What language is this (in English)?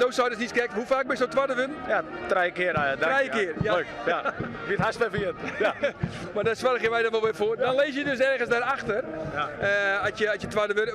Western Frisian